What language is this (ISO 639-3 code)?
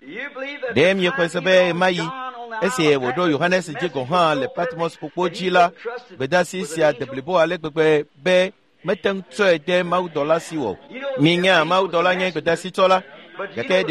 ewe